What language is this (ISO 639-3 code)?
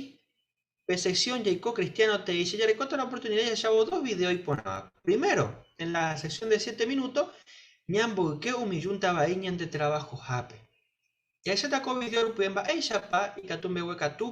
grn